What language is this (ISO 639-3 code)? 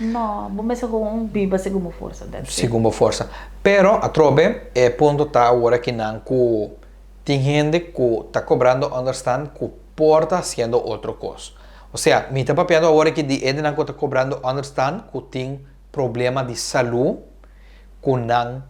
pap